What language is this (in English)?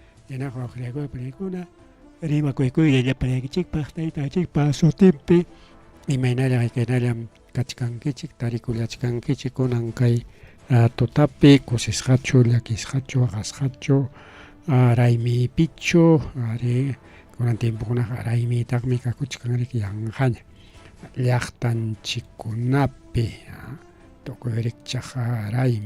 Ayacucho Quechua